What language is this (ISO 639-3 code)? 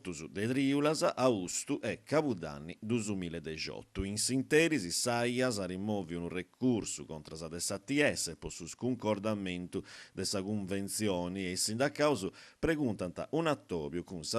srd